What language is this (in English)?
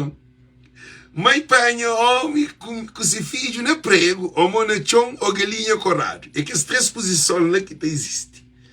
Kabuverdianu